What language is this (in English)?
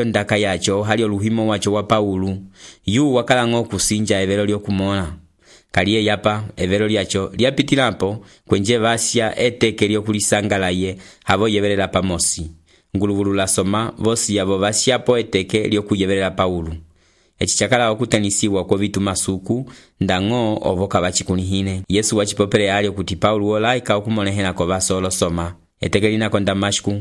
Umbundu